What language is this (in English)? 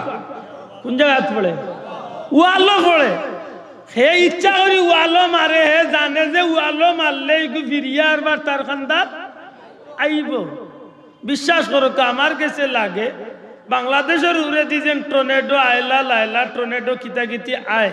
Sylheti